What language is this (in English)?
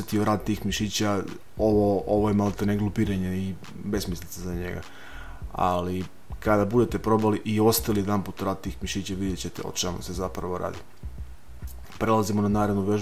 Serbian